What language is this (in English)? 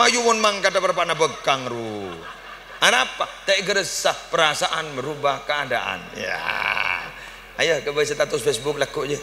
Madurese